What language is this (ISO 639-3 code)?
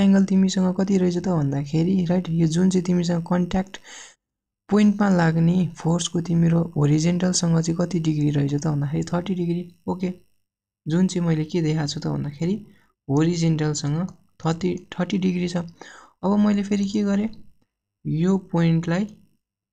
nep